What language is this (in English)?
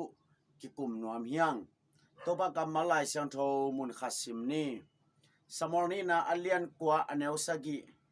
Tedim Chin